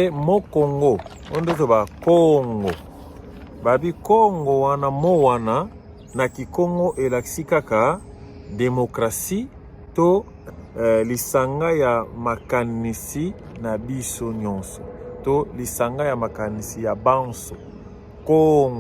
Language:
Lingala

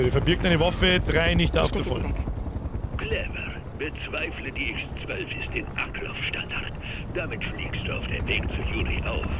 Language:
Bavarian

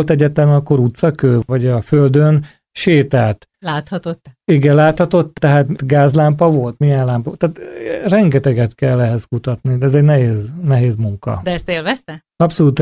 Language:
Hungarian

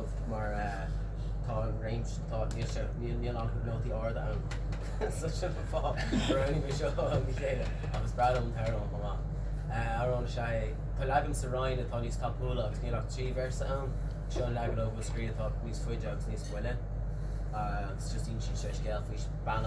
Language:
Irish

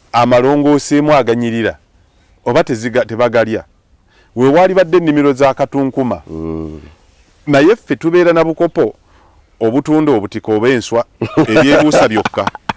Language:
Ganda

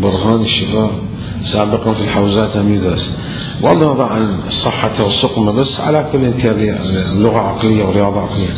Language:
Mesopotamian Arabic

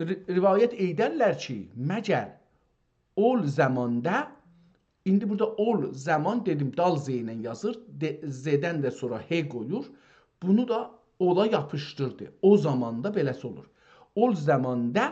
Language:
South Azerbaijani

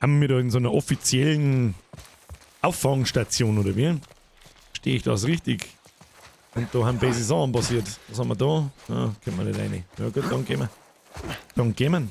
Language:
Bavarian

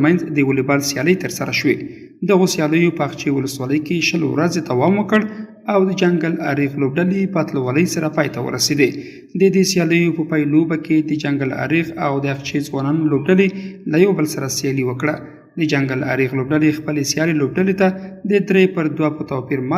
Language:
Pashto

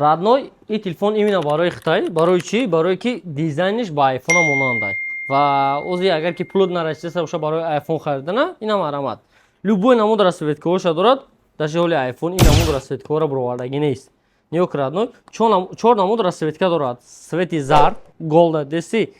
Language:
Tajik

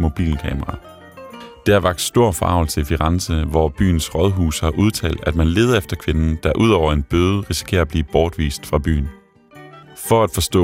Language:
Danish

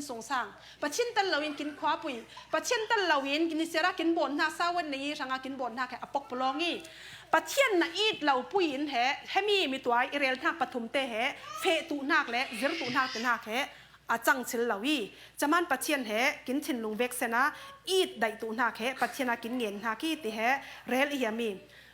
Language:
Falam Chin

